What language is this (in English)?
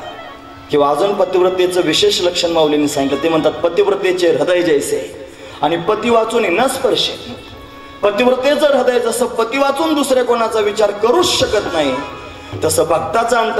Marathi